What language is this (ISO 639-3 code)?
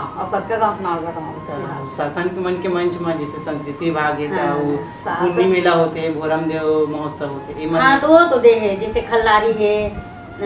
hne